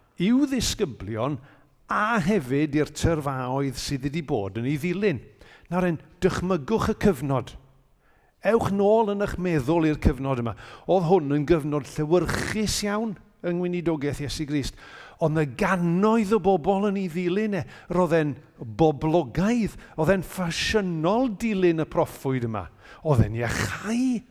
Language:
Welsh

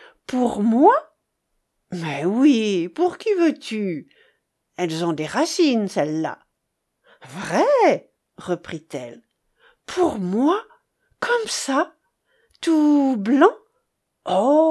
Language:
French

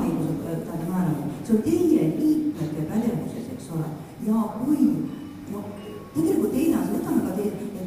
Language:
Estonian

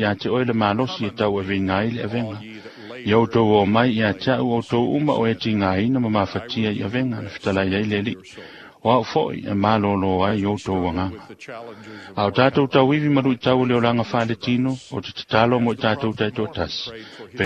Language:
Samoan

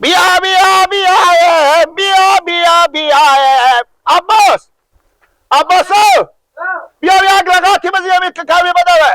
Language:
Persian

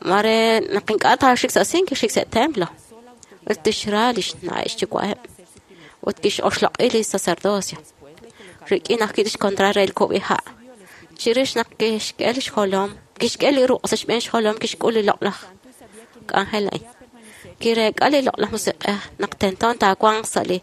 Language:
Kekchí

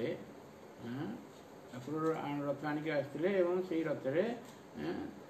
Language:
Odia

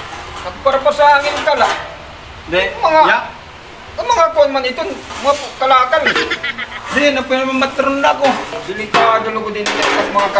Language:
Waray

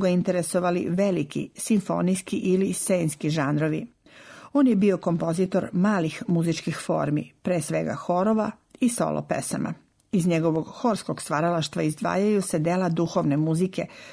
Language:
Serbian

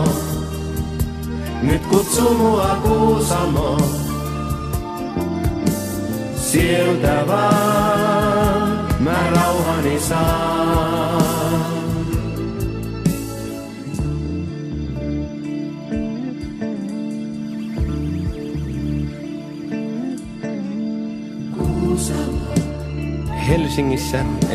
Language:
Finnish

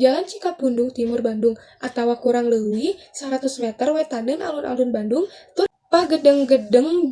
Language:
Sundanese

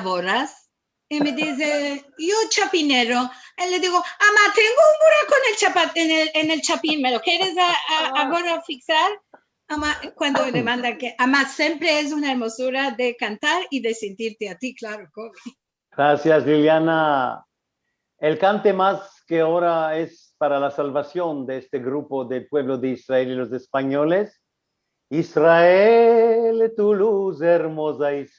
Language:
Ladino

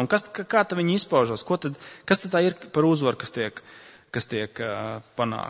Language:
Latvian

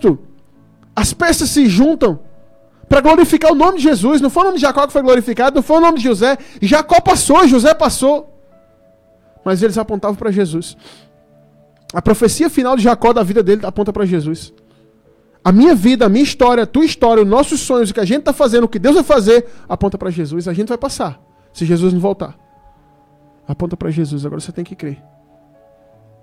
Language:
Portuguese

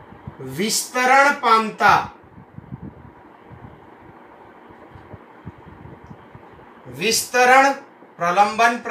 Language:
Gujarati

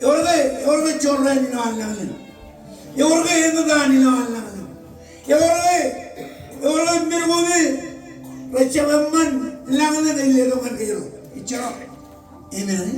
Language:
Marshallese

